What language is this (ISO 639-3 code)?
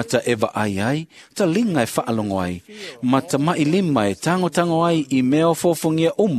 smo